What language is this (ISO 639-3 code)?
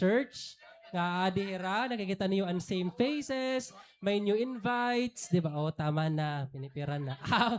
war